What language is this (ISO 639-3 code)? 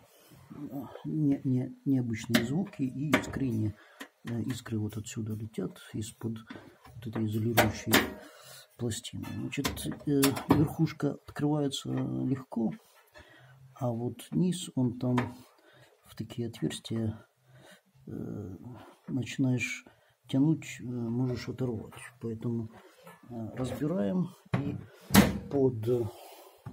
rus